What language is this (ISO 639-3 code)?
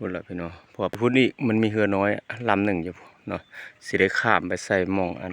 lao